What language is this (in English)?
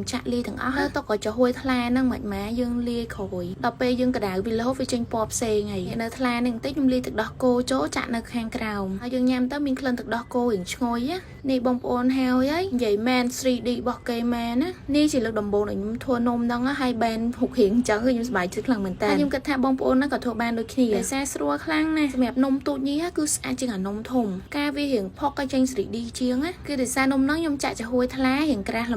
Khmer